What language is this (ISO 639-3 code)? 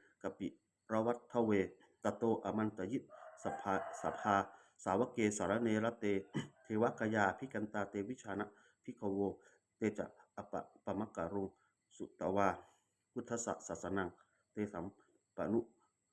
pli